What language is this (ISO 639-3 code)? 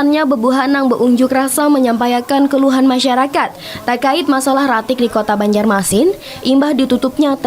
bjn